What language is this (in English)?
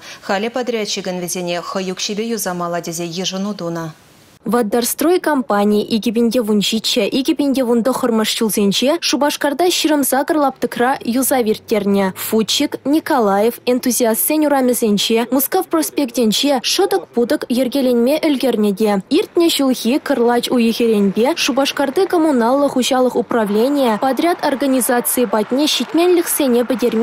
Chuvash